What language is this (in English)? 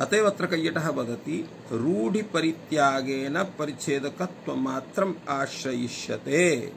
Sanskrit